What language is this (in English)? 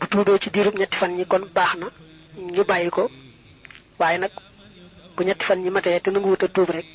Wolof